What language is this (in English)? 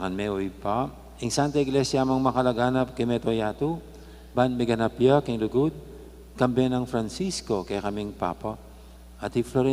Pampanga